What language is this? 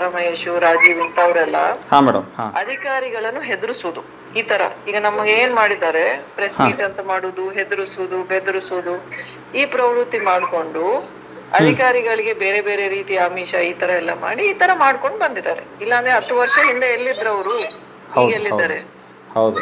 Kannada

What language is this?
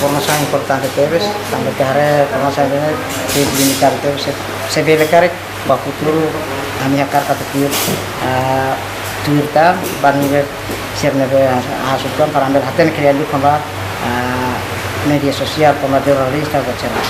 Tetum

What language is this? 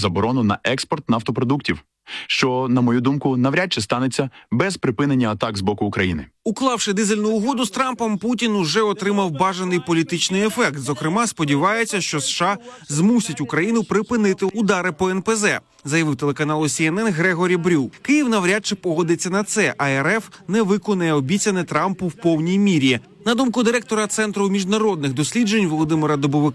Ukrainian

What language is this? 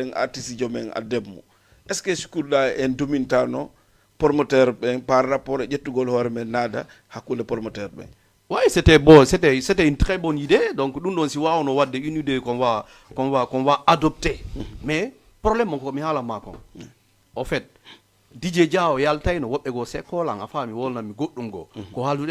Fula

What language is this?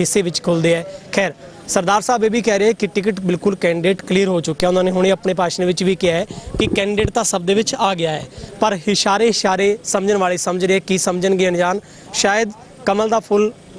Punjabi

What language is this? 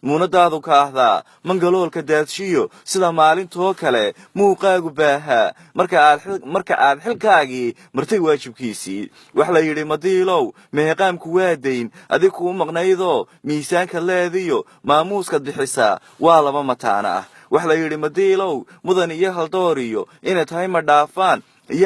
Somali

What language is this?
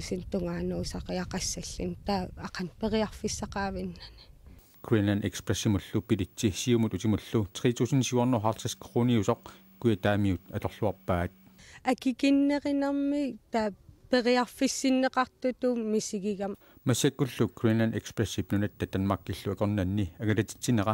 Kalaallisut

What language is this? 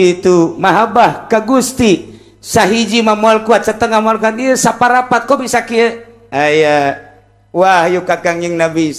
Sundanese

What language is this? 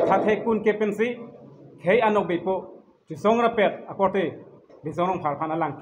Karbi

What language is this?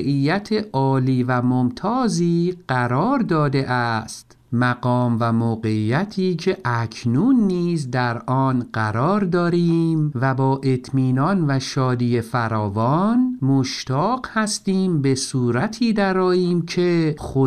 Persian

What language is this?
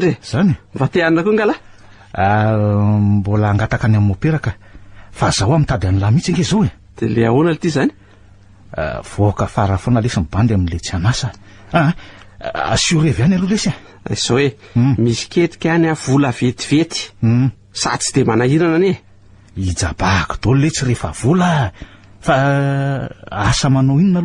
Malagasy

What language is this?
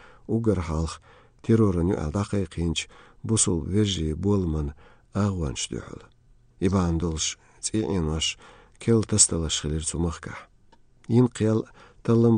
Chechen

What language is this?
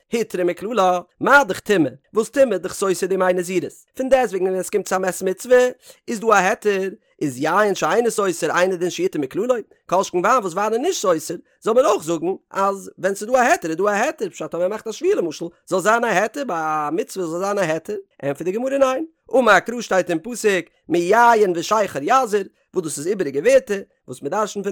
Yiddish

